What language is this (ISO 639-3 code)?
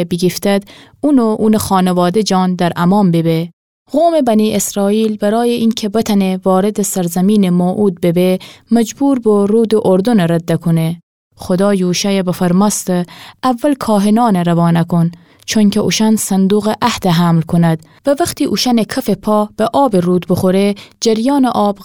glk